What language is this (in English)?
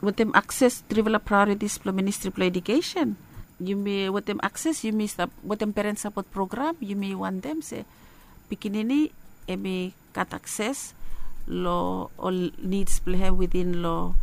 Bislama